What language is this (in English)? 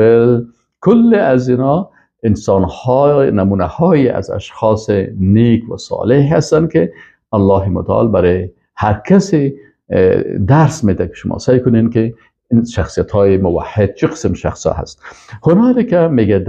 Persian